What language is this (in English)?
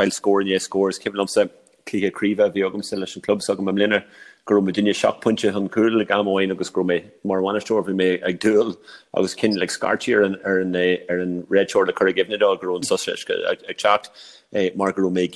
Irish